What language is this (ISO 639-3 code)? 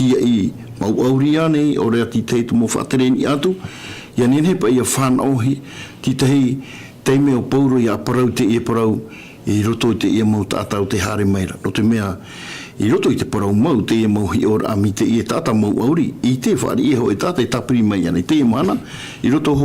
tah